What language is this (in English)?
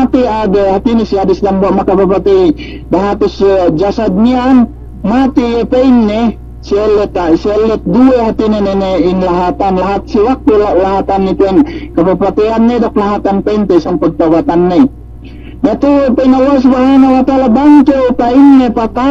Yakan